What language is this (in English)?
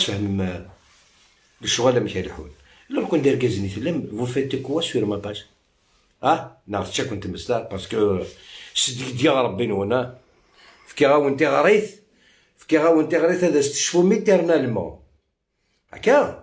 Algerian Arabic